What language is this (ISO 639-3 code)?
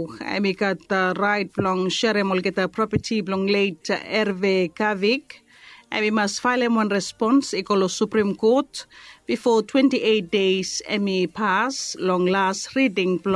bis